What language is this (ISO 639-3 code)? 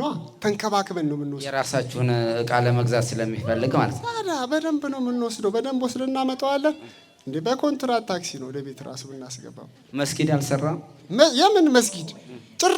amh